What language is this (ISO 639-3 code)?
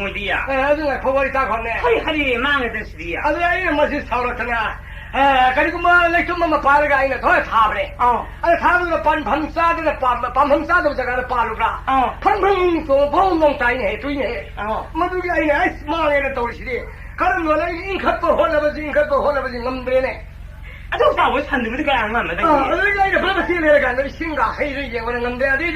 mni